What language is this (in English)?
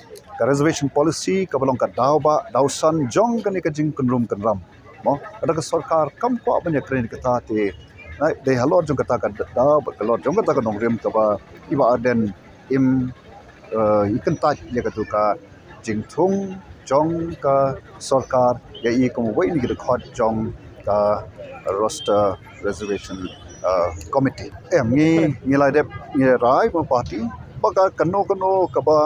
Khasi